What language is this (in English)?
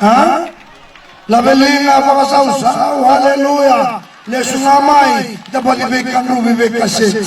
Fijian